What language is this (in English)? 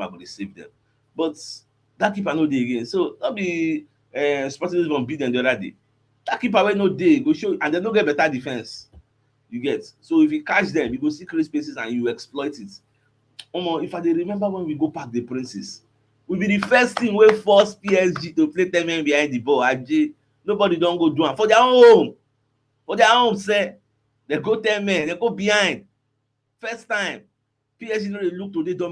Nigerian Pidgin